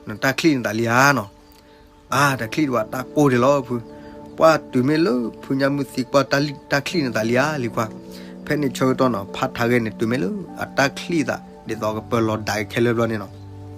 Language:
S'gaw Karen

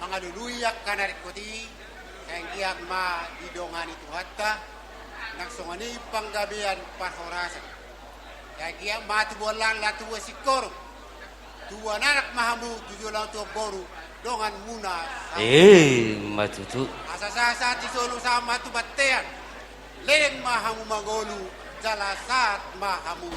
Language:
Batak Toba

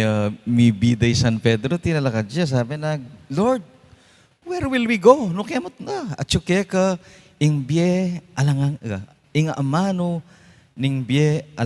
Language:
Pampanga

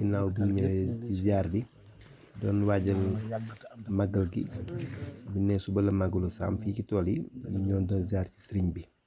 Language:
Wolof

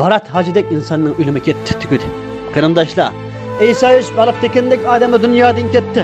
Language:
Uyghur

